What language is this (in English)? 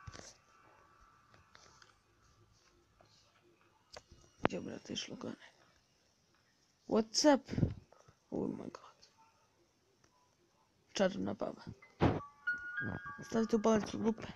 Croatian